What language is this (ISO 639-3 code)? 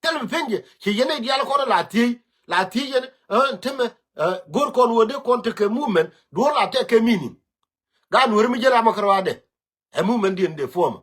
nus